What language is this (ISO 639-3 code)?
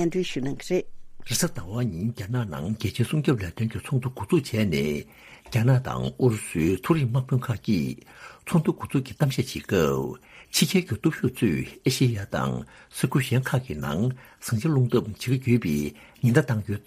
bod